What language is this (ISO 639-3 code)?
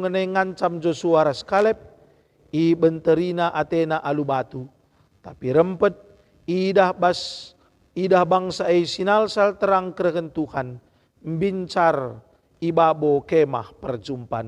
btx